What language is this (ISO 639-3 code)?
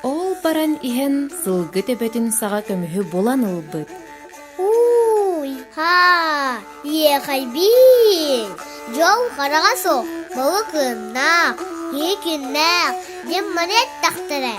sah